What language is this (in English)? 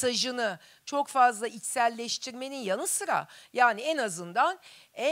Turkish